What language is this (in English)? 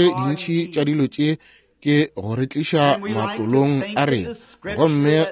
Northern Sotho